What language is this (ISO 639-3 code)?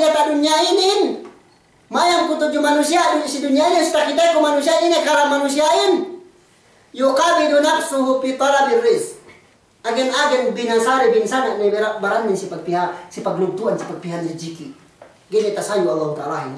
yka